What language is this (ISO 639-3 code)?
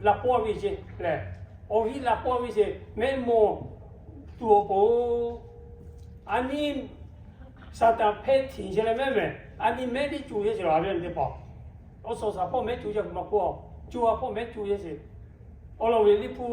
lhu